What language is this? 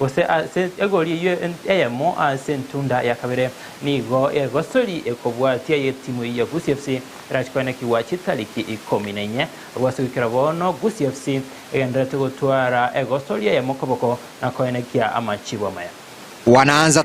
Gusii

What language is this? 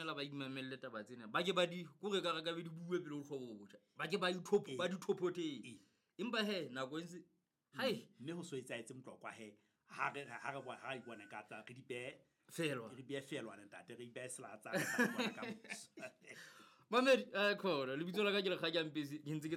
Southern Sotho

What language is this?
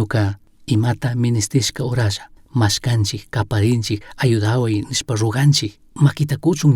Chimborazo Highland Quichua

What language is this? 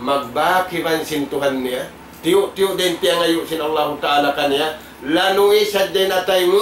Tausug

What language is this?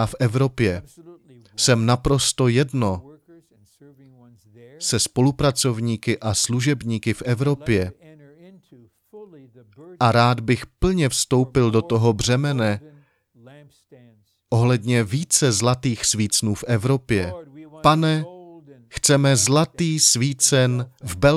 Czech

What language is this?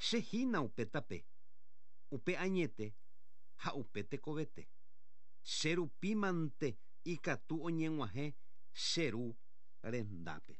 Guarani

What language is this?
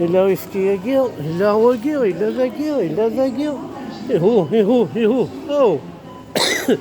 Kabyle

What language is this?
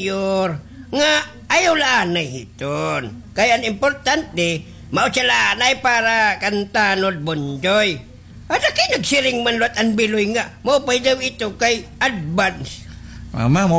Waray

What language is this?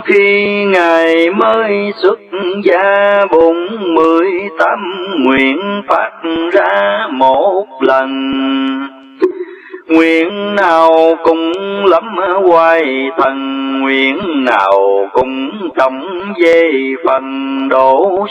Vietnamese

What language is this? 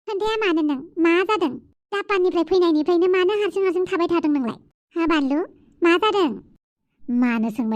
Bodo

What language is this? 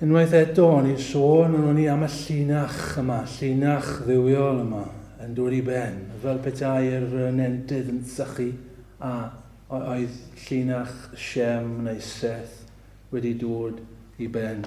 Welsh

